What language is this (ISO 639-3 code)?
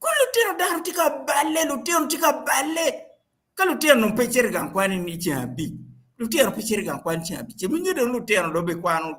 ach